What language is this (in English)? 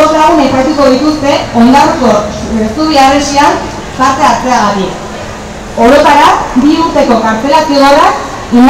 Basque